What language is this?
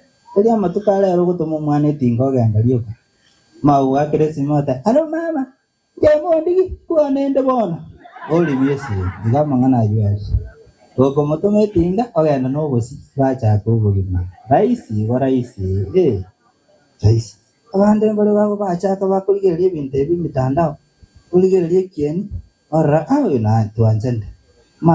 Gusii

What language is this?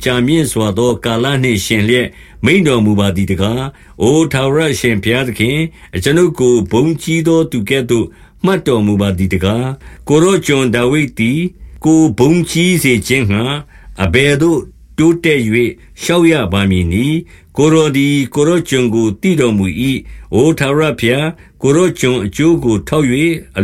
Burmese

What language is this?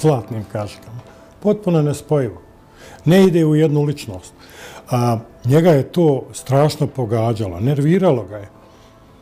Bosnian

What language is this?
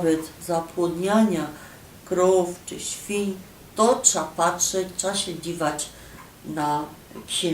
Silesian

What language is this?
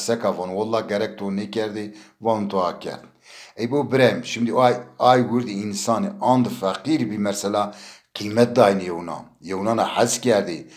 Zaza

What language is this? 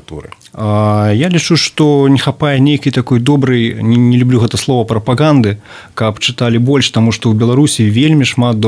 Belarusian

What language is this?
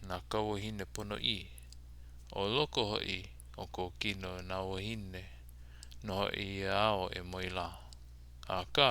Hawaiian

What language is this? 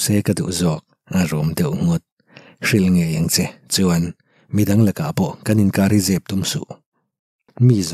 Mizo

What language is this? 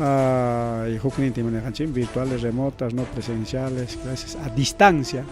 Ayacucho Quechua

